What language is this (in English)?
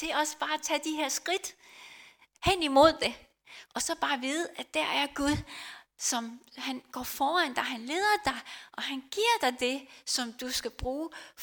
Danish